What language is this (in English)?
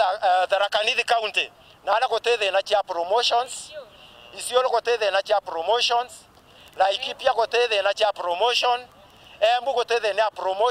Meru